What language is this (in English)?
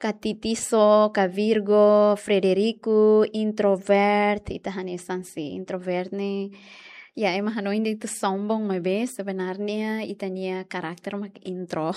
Tetum